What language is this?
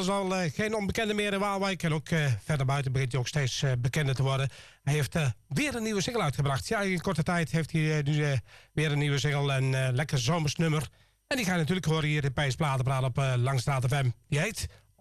Dutch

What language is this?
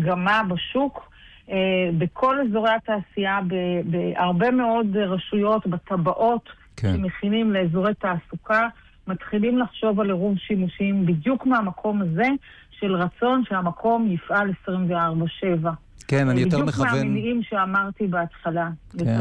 Hebrew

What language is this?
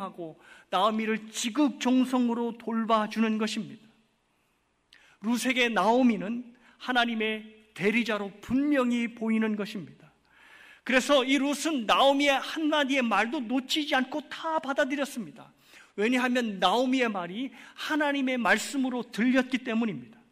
Korean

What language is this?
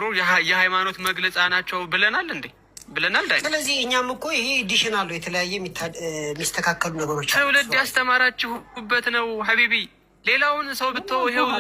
Amharic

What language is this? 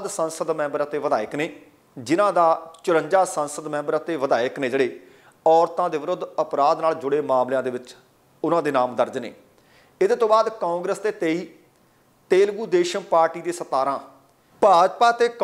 Punjabi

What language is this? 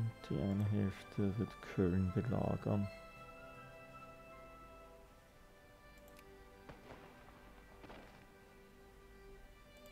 German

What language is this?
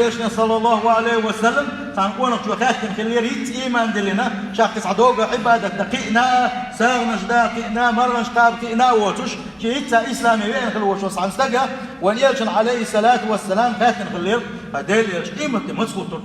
Chechen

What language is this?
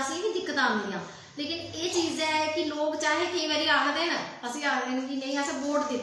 Dogri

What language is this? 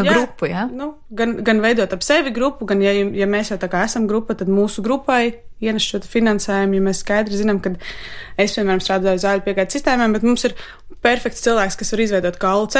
Latvian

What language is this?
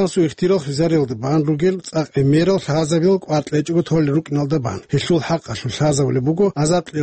Avaric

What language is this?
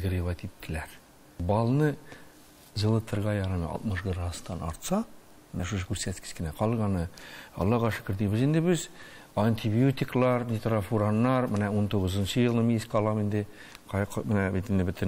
Tatar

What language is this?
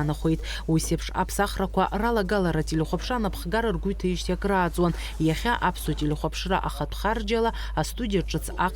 Abkhazian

